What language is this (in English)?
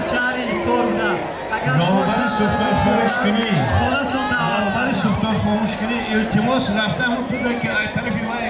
Tajik